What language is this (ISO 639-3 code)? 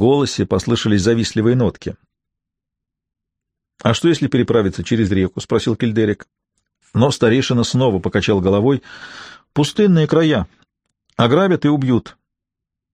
rus